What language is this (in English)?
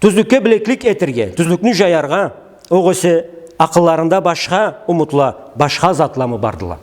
Karachay-Balkar